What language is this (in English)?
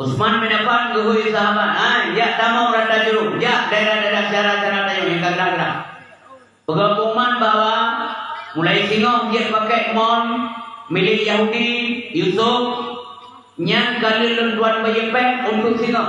Achinese